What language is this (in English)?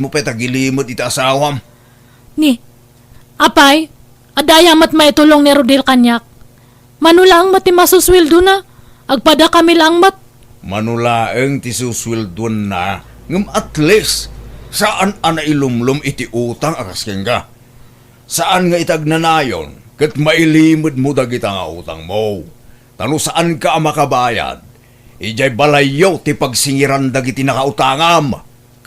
Iloko